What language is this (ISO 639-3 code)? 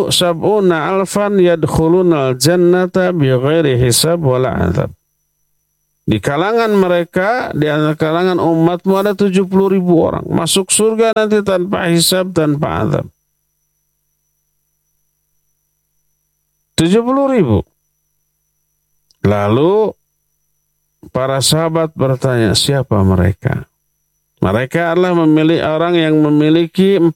ind